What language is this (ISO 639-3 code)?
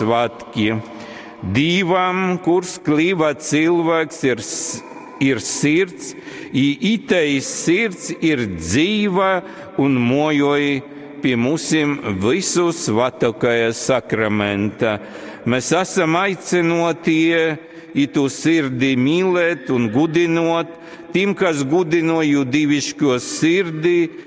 ltg